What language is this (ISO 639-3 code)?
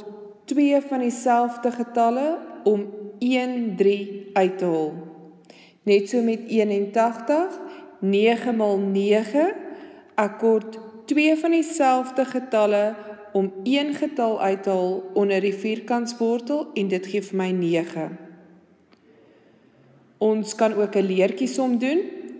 afr